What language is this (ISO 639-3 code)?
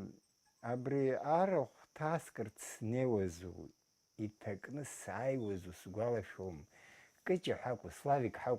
abk